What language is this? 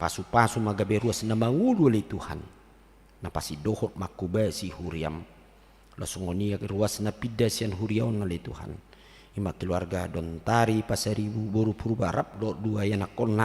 Batak Toba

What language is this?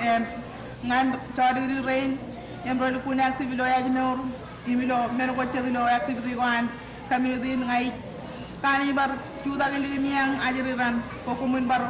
Marshallese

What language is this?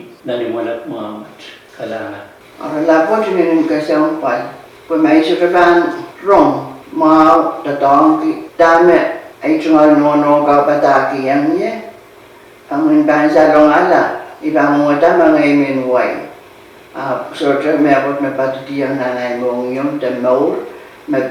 Pohnpeian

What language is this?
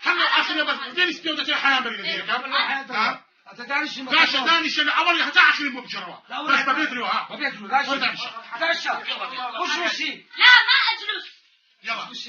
Kurdish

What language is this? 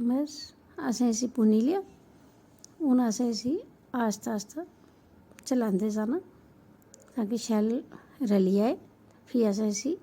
Dogri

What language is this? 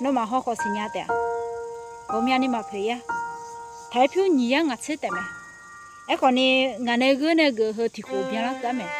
Akha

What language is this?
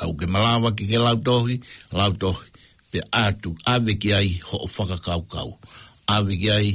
Tongan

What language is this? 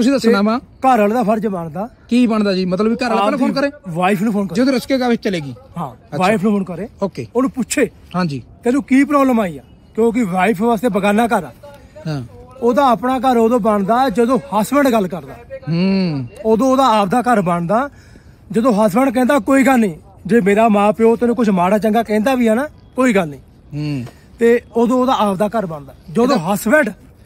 Punjabi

